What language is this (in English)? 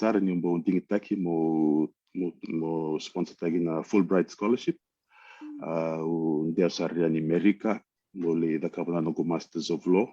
Fijian